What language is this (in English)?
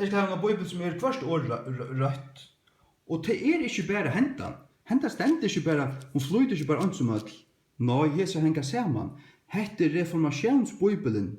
Faroese